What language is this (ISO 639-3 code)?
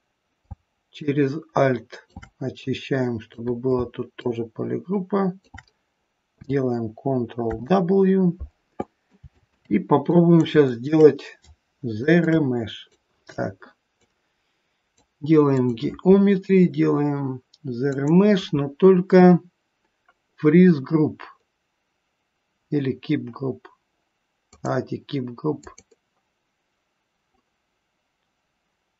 rus